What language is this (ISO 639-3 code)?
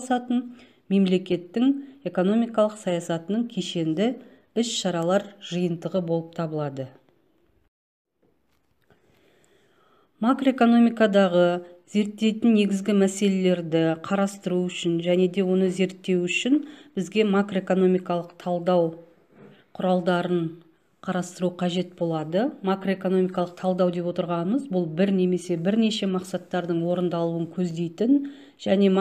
kaz